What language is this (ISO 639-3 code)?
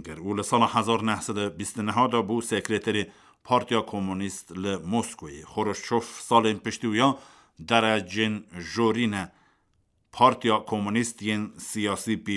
kur